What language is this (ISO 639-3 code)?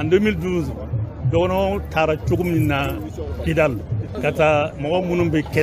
bam